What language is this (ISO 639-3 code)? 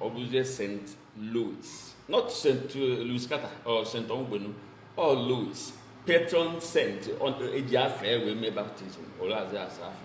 ibo